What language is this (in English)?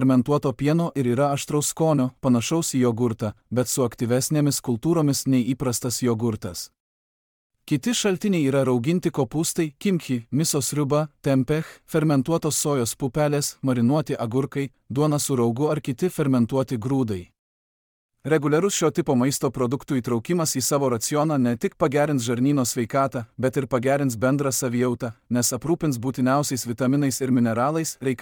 Lithuanian